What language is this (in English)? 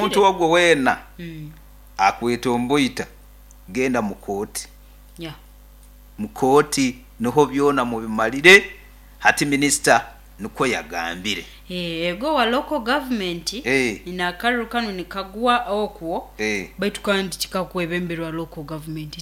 Nyoro